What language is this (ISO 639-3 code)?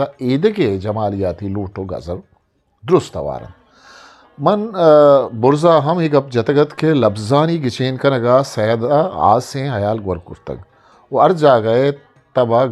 bgp